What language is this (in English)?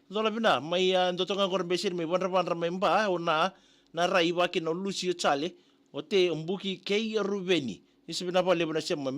Fijian